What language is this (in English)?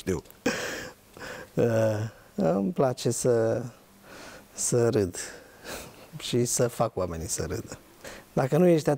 Romanian